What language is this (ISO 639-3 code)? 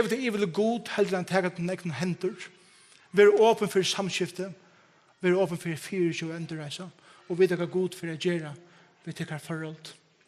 fao